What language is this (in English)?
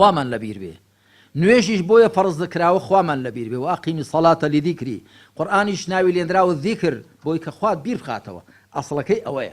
Central Kurdish